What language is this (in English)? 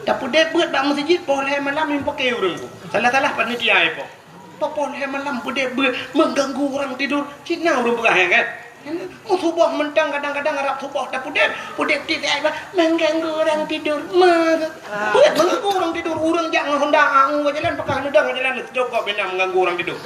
Achinese